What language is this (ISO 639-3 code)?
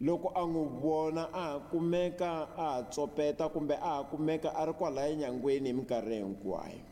tso